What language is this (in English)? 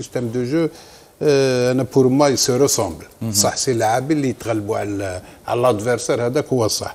Algerian Arabic